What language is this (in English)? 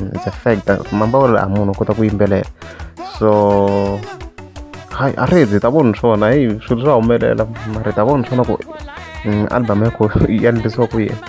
Tsonga